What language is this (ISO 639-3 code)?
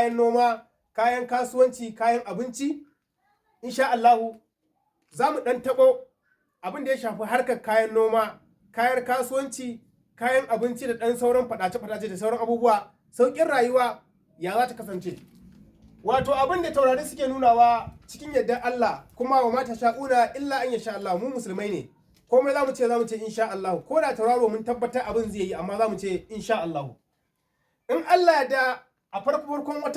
hau